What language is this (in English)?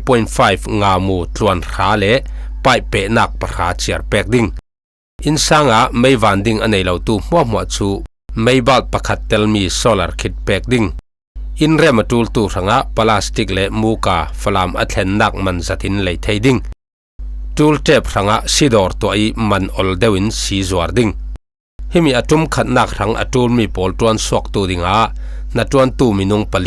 Falam Chin